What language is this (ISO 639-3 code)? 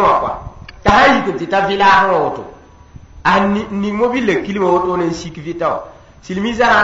mos